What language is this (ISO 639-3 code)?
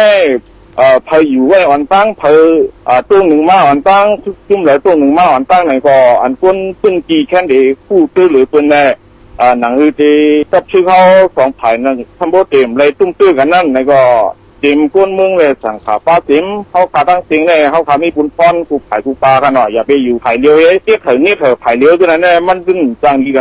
shn